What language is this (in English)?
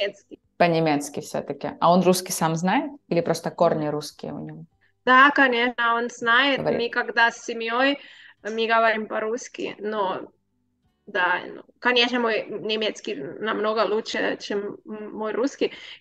Russian